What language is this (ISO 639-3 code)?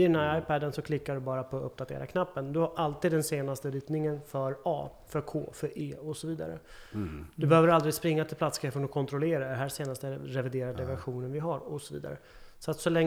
swe